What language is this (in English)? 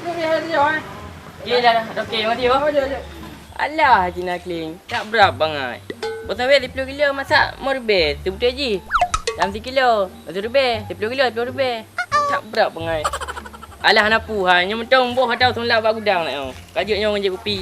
Achinese